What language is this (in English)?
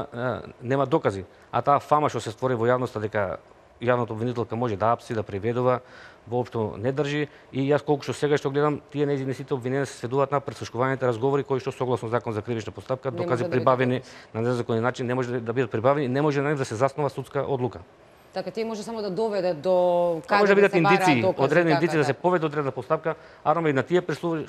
Macedonian